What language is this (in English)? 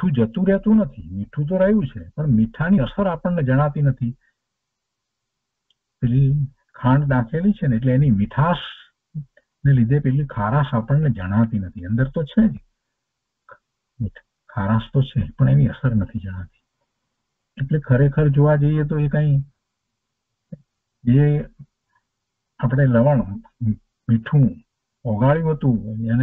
Gujarati